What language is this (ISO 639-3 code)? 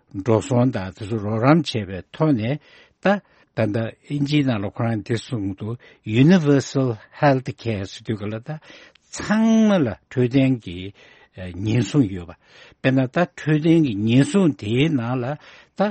bod